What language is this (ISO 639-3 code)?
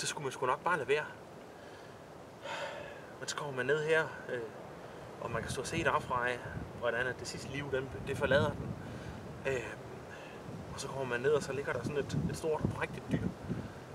dan